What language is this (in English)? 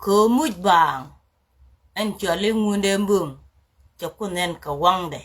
Nuer